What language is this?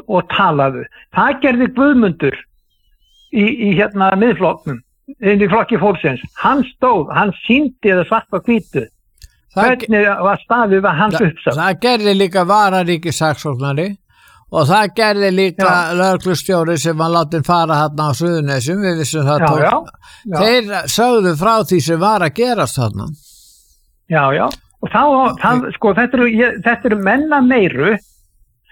Icelandic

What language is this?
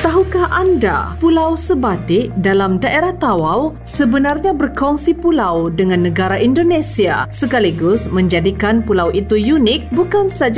Malay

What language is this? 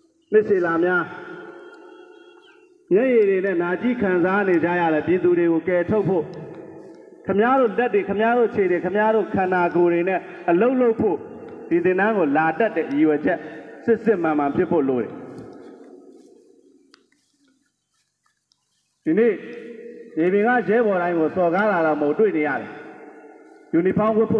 Burmese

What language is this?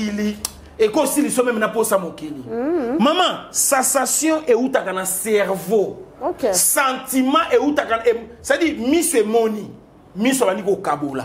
Lingala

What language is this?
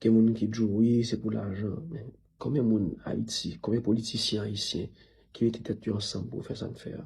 Haitian Creole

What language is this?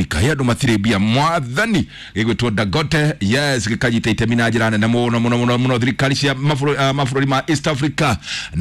Kikuyu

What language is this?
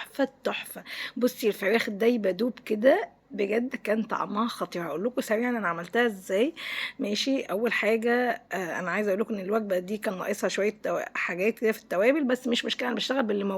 Egyptian Arabic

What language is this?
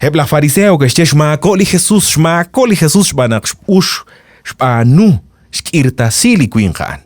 Kekchí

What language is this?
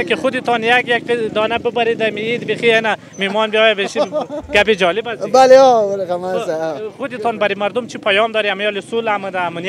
Pashto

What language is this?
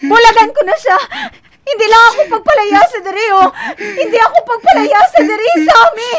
Hiligaynon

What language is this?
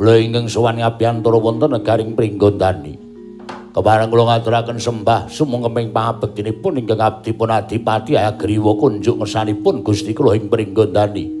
Javanese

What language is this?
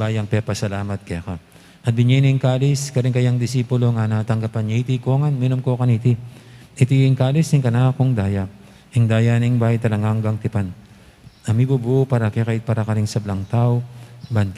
Pampanga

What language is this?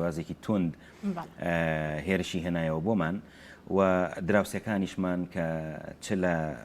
Central Kurdish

